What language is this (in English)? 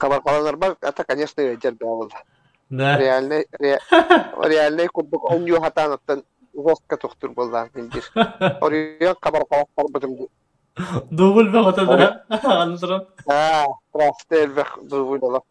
Yakut